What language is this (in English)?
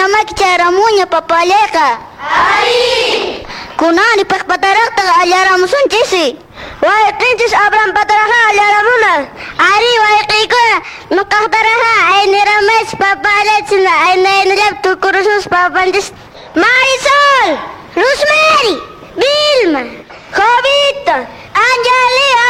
Quechua